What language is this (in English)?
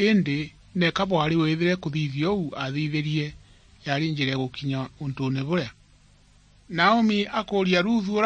Meru